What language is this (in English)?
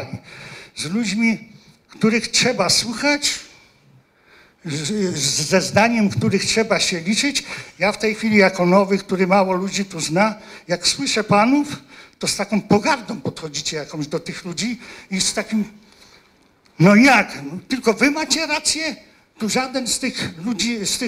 Polish